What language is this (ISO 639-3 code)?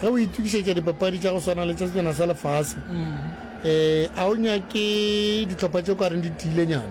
nso